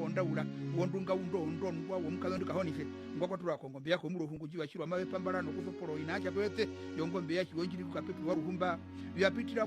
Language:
Herero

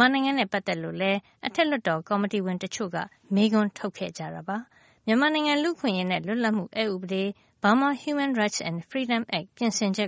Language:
Burmese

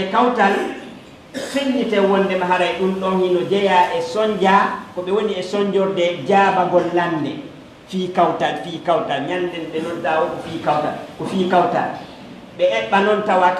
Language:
Fula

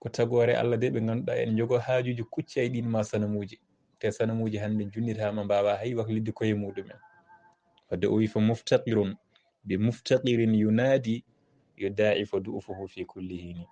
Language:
Fula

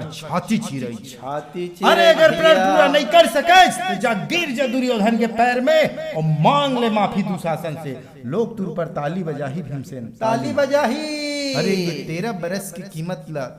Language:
Chhattisgarhi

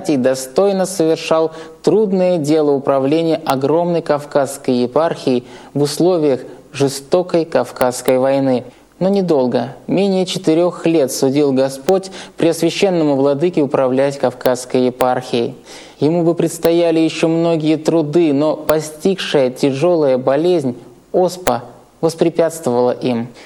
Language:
Russian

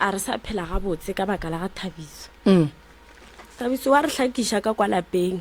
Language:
Northern Sotho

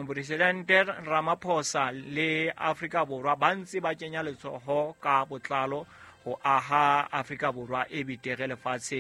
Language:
Southern Sotho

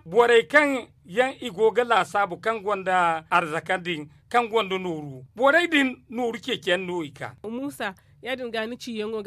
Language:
Zarma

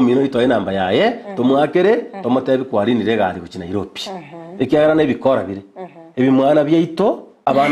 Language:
Gusii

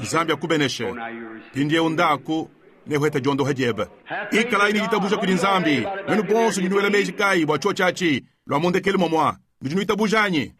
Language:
Luba-Lulua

